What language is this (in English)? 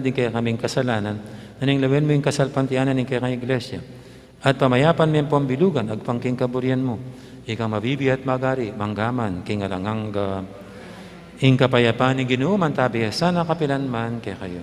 Pampanga